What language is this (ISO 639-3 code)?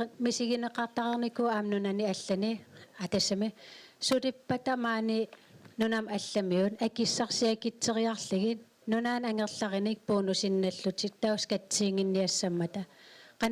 kal